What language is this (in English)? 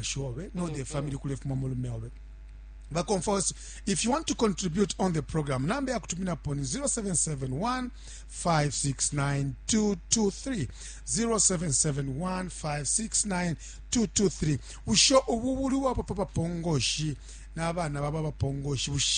Bemba